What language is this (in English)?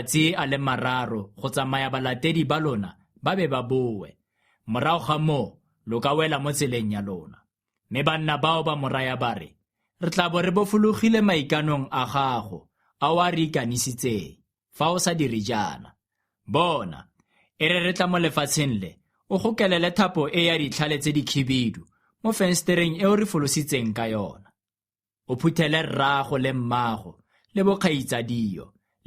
Tswana